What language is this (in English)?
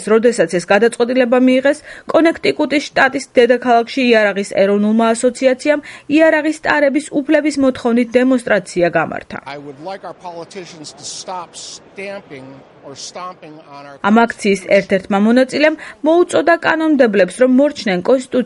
Georgian